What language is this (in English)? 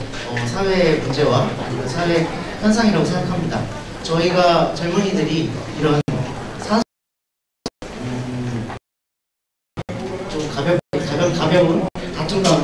Korean